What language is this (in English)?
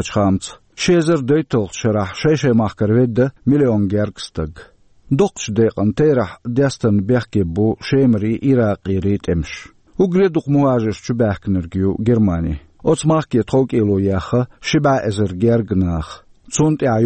Chechen